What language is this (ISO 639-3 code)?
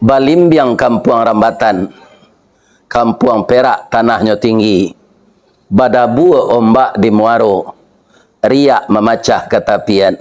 min